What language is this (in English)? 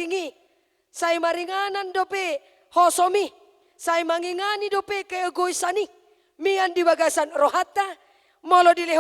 Batak Toba